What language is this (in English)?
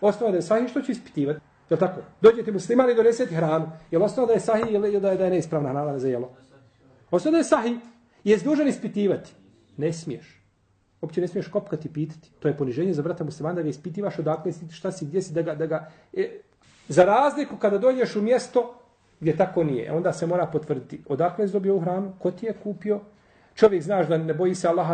Bosnian